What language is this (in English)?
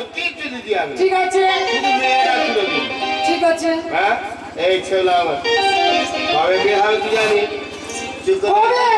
Bangla